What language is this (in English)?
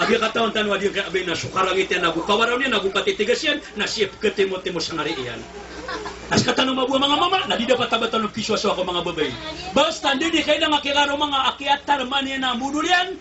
Maranao